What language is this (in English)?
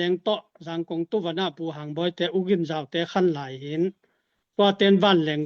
Tedim Chin